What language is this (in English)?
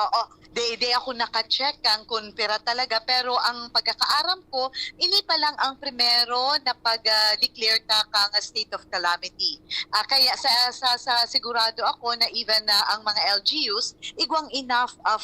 Bikol